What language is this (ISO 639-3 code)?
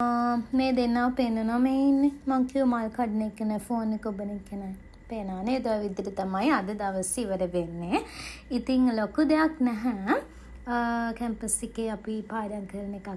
sin